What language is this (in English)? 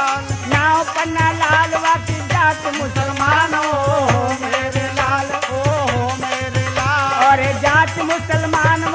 Braj